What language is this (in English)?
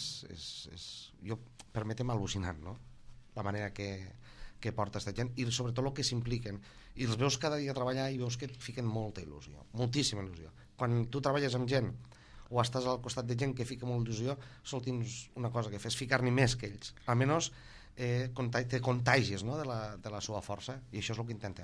Catalan